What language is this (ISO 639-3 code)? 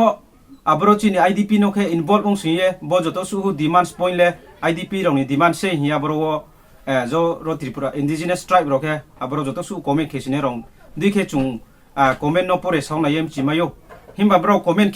ria